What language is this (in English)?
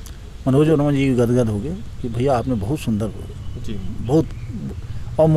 Chhattisgarhi